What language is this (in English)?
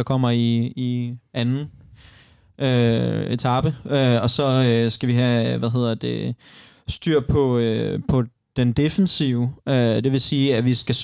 Danish